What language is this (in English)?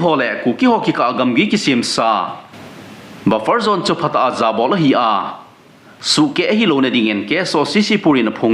Thado Chin